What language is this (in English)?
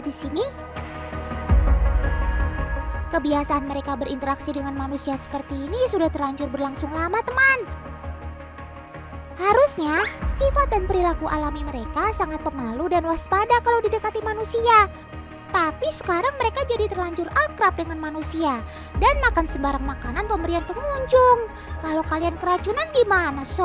Indonesian